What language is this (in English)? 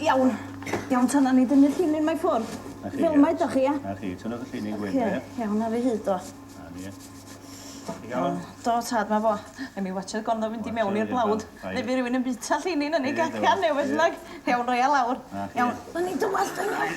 Welsh